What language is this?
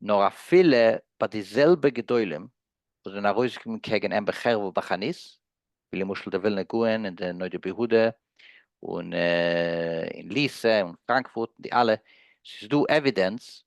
Yiddish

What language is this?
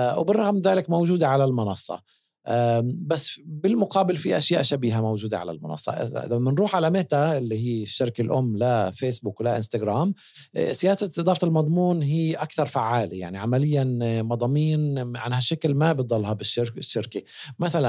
North Levantine Arabic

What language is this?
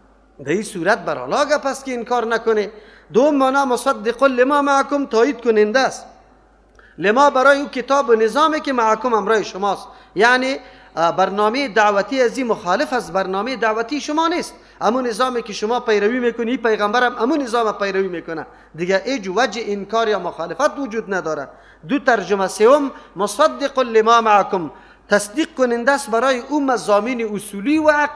Persian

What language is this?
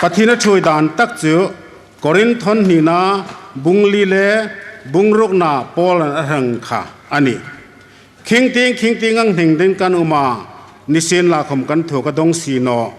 Hmar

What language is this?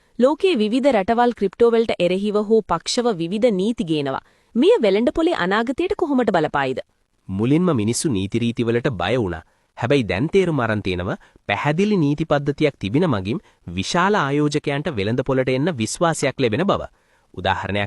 Sinhala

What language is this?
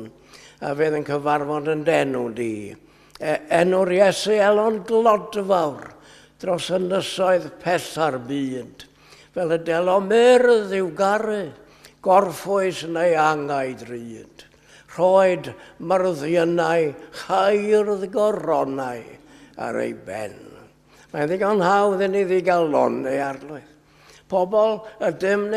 Welsh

